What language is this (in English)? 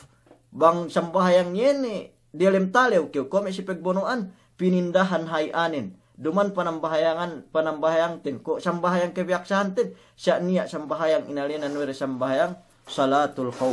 Yakan